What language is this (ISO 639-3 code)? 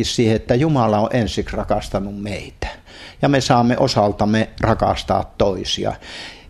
fin